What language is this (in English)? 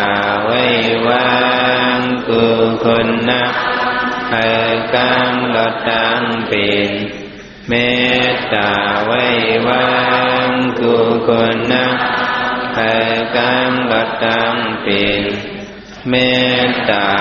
Shan